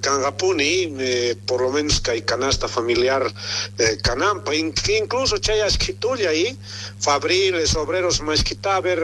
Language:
South Bolivian Quechua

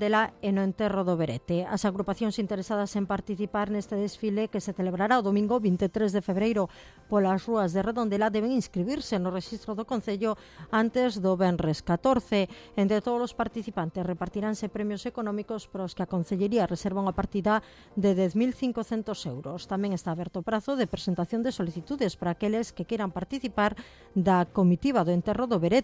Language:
Galician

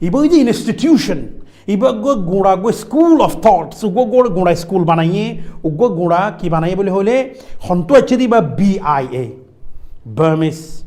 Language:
Rohingya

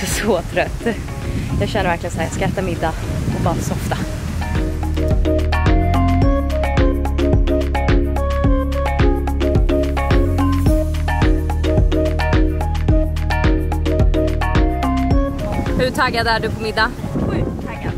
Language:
Swedish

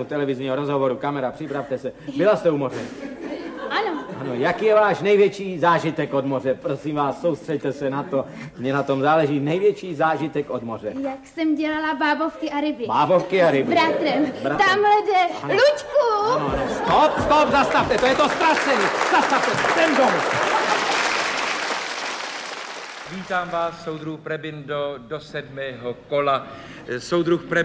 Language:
Czech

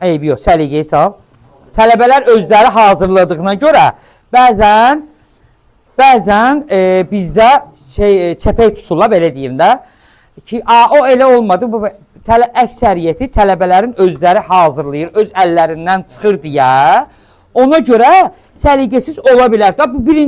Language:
Azerbaijani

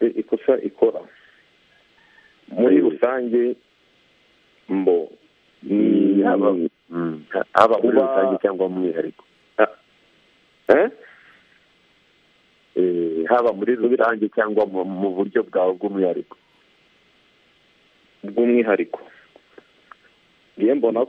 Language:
Kinyarwanda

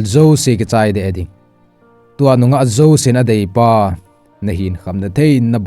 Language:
Thado Chin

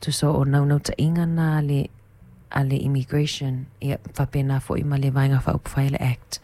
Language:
Samoan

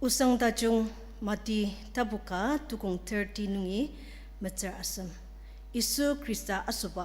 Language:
Ao Naga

